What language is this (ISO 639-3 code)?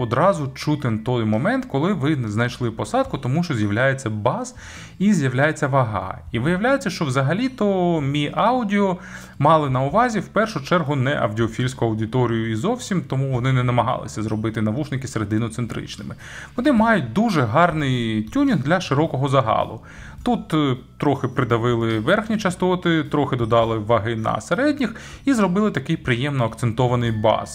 ukr